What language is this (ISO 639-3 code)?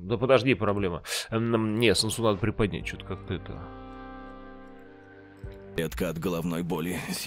rus